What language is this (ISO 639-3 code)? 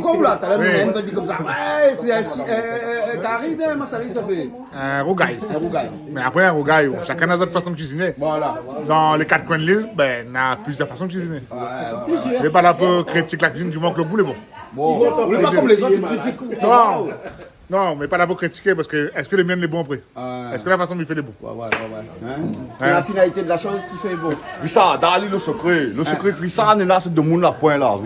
rcf